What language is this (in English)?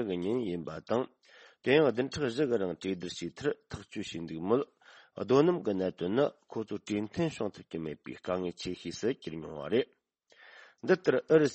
Tibetan